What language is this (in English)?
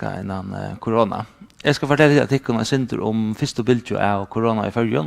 Faroese